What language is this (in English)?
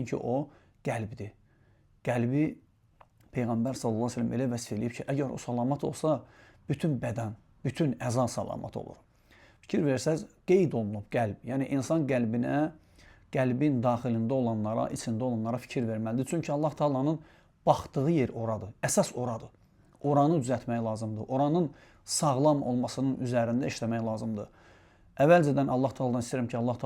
Azerbaijani